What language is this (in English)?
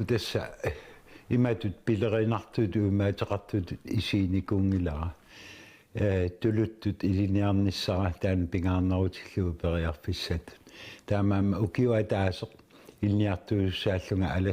Kalaallisut